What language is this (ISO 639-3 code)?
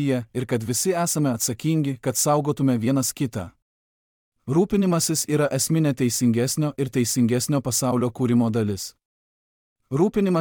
lit